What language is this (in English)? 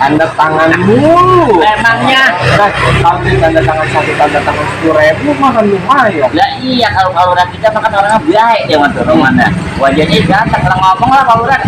Betawi